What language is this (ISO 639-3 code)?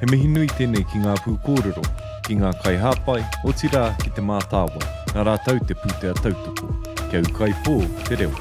mri